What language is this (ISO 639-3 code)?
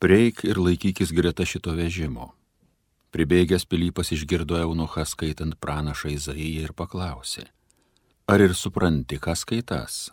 lit